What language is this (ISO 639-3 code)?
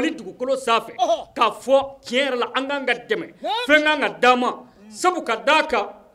bam